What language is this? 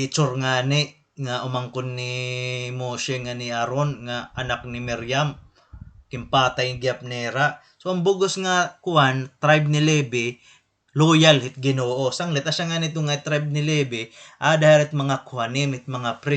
Waray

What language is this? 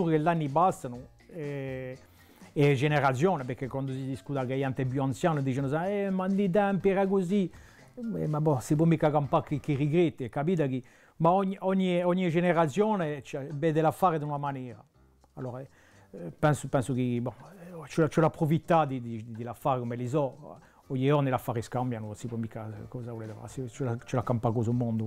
Corsican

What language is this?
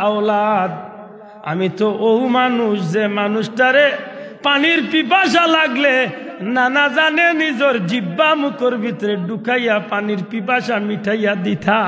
Sylheti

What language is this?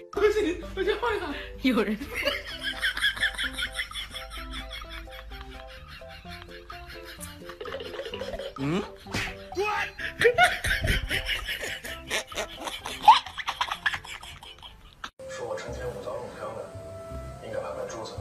Chinese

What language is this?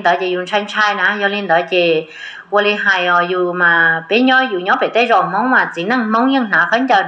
Hmong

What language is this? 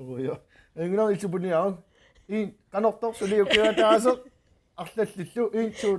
Kalaallisut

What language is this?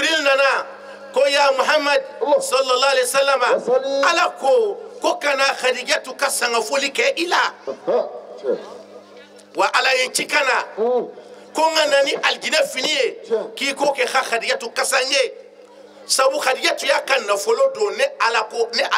Bambara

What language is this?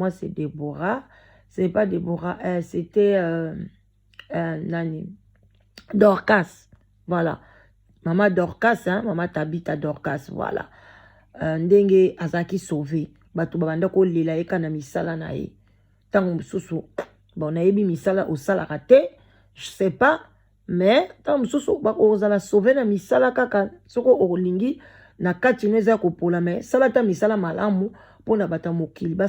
Lingala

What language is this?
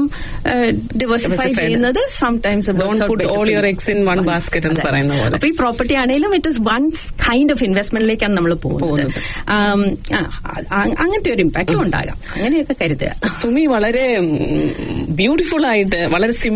Malayalam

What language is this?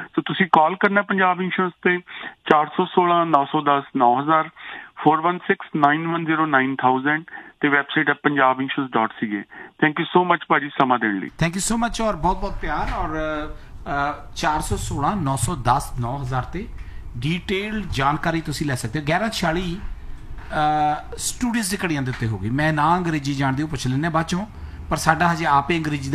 Punjabi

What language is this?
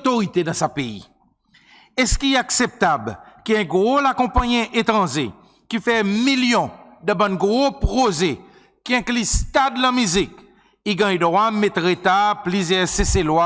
Seselwa Creole French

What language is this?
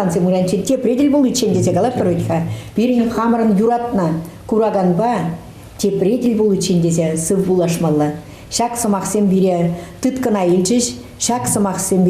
Chuvash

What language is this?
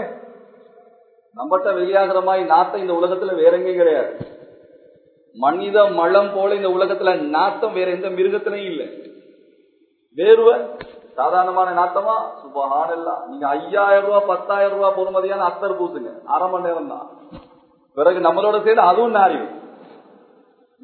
Tamil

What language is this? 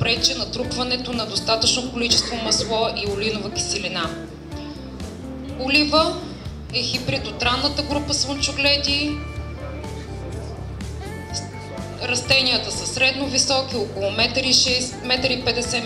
Bulgarian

